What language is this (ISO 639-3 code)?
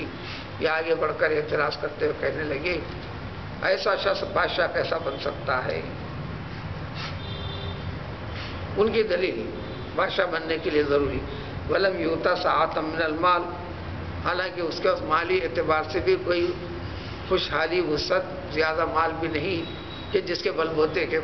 urd